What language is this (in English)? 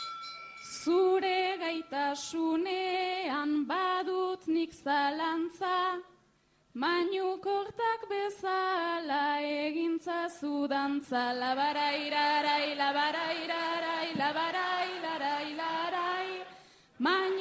Basque